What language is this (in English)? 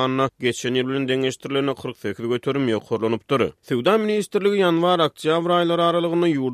Turkmen